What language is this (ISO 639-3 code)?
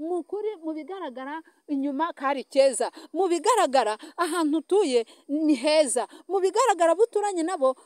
kin